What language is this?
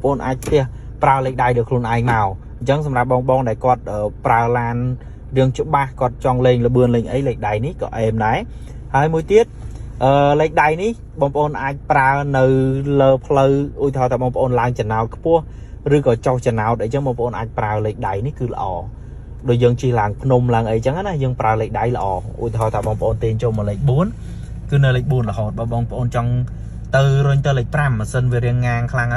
Khmer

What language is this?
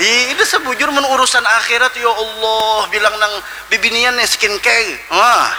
Banjar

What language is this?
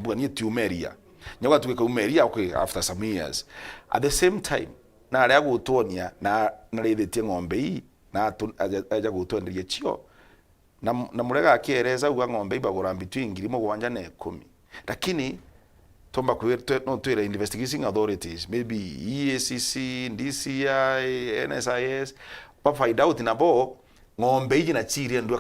Meru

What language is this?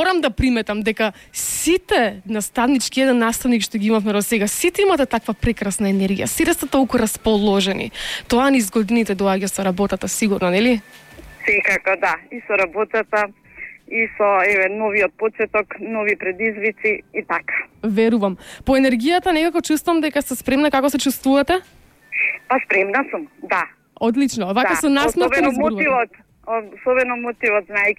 Macedonian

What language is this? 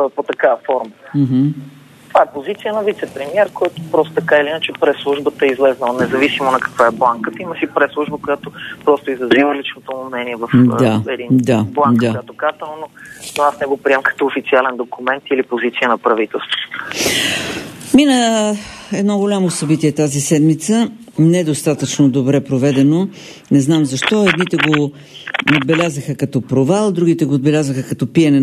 Bulgarian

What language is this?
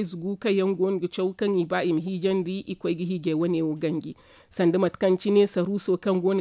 Zarma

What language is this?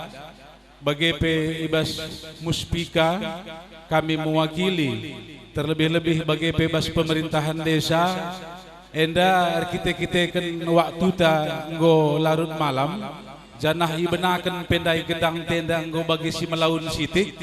Batak Karo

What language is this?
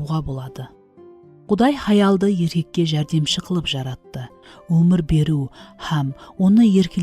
Kara-Kalpak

